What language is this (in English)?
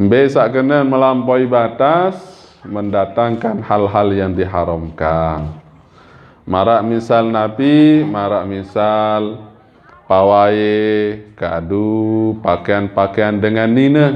Sasak